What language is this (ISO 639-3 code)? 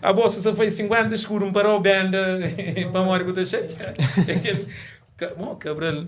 kea